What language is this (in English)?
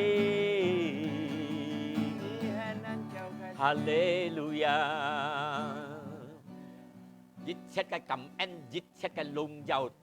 Hakka Chinese